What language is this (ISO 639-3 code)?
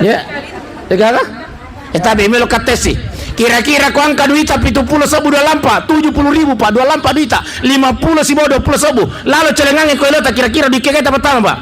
bug